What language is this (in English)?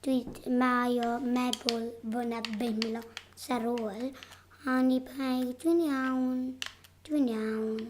Welsh